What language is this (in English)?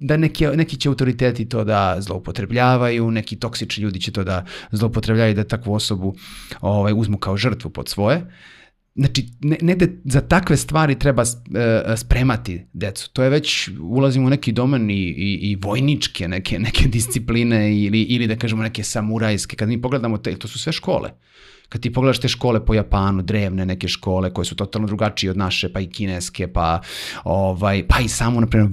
Serbian